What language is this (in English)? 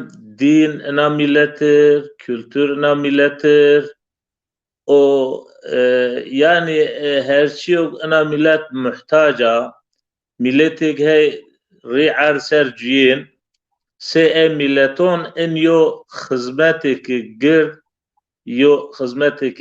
Zaza